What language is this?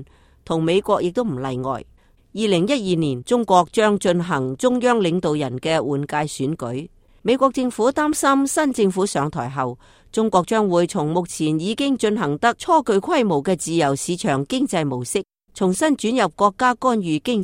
Cantonese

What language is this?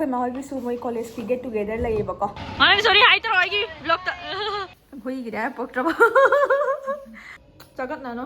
Manipuri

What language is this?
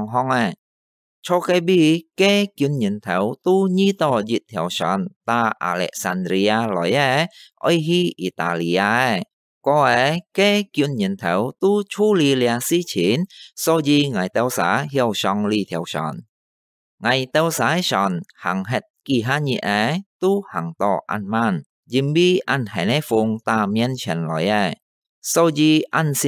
Hakka Chinese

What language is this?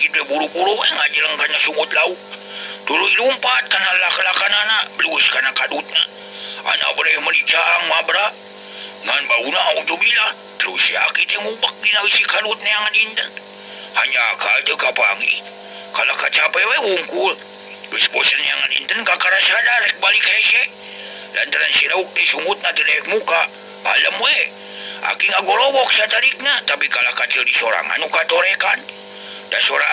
Sundanese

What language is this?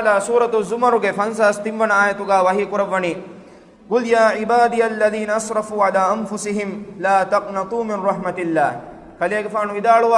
Divehi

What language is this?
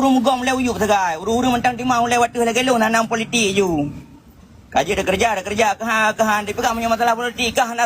Achinese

